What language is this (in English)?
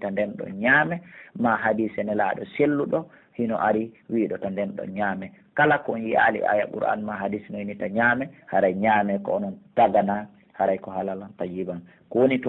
Pular